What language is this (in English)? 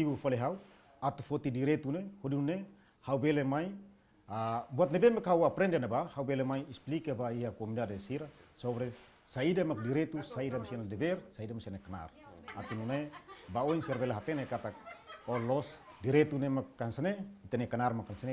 Tetum